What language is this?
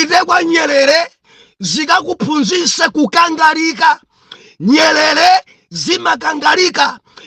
Nyanja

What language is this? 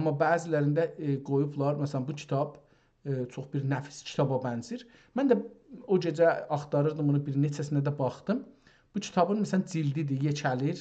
South Azerbaijani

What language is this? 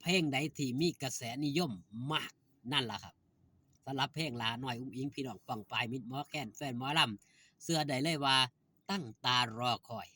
Northeastern Thai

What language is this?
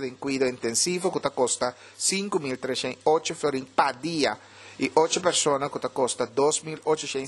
Papiamento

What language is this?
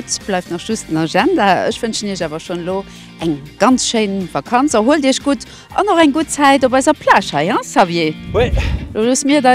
Luxembourgish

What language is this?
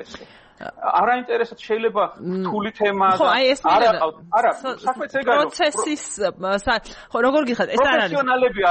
Georgian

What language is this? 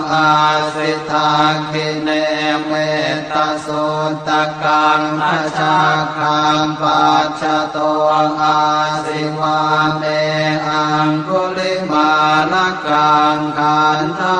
Pali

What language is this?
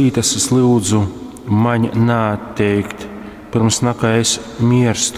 Latgalian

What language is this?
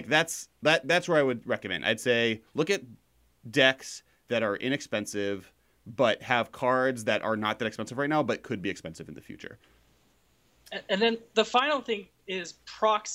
English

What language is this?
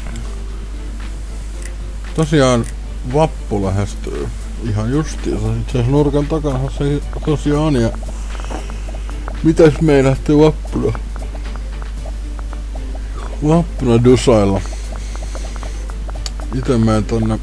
Finnish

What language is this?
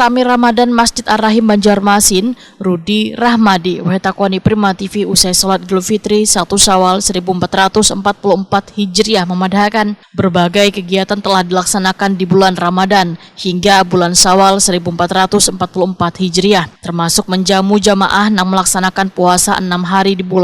Banjar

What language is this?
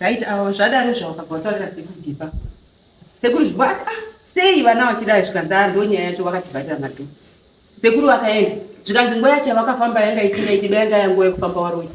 Shona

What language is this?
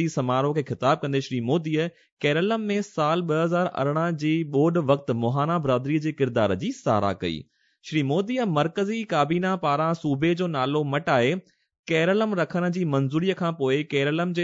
Sindhi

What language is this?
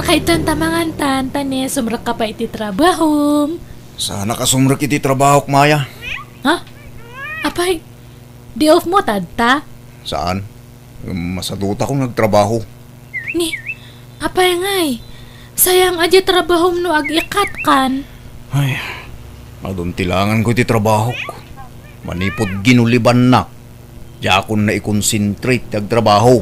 Iloko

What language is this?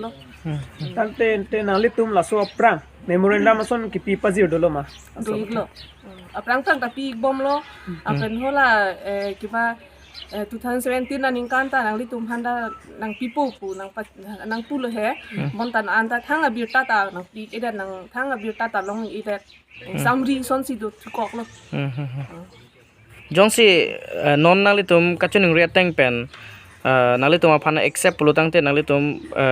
Karbi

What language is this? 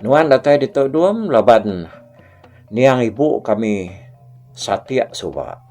Iban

